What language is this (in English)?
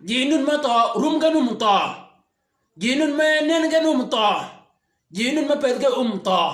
Shilluk